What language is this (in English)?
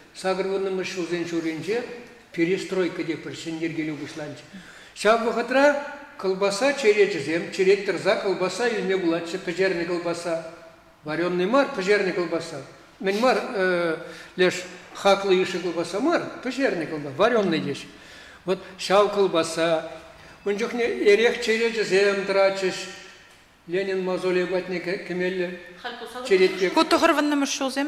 Chuvash